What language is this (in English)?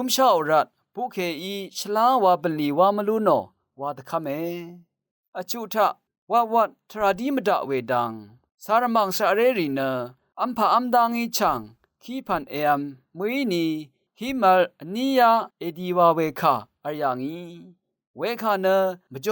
Rawang